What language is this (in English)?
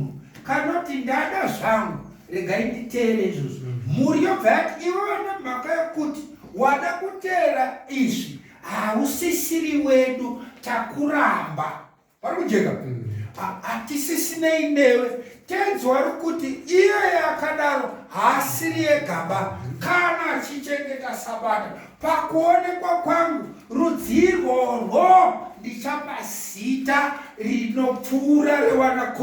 Shona